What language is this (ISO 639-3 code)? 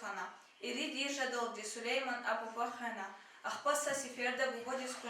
lez